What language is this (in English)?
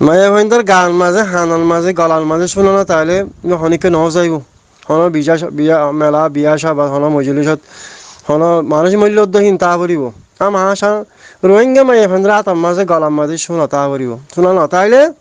Rohingya